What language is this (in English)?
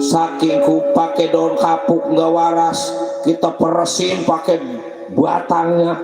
Betawi